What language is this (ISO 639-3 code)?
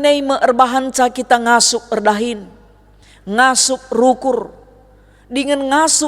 btx